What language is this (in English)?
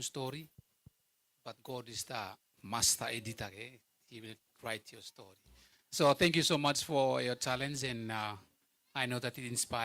Gilbertese